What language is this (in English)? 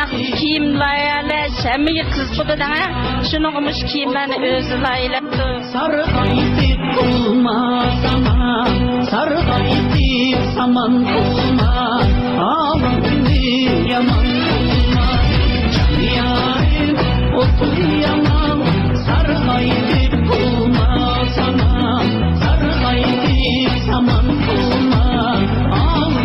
Uyghur